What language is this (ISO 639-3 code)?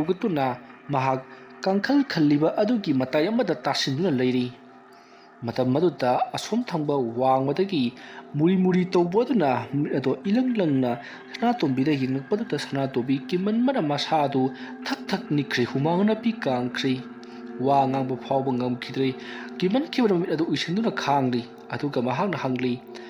mni